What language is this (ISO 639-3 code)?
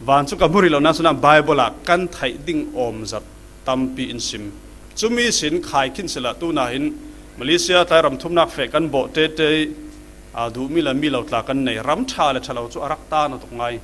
cfm